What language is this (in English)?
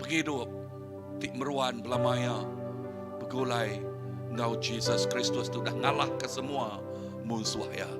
Iban